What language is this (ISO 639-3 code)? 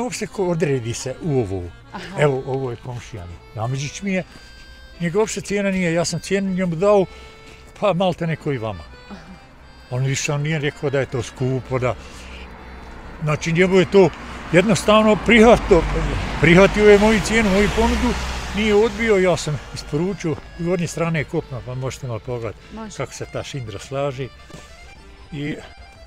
bos